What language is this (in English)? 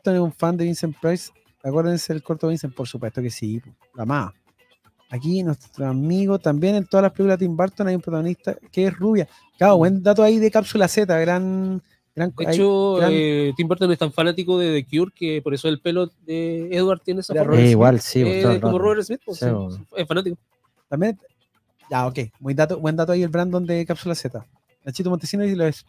Spanish